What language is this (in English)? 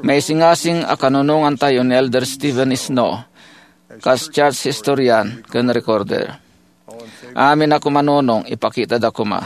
Iloko